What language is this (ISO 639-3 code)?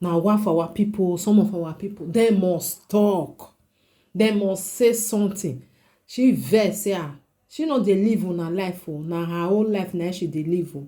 pcm